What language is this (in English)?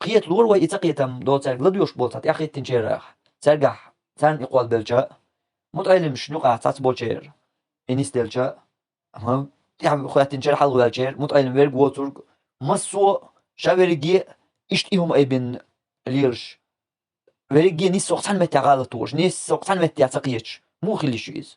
Chechen